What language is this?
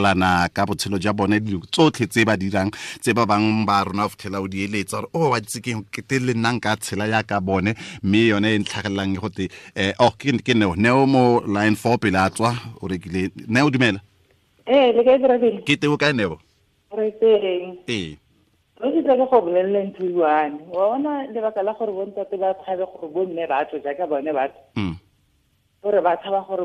Tswana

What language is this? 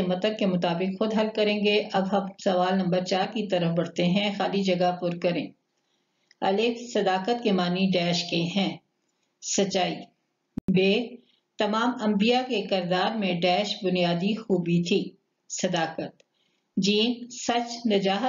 Urdu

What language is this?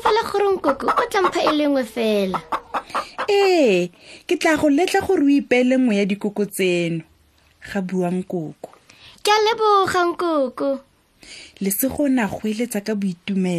Tswana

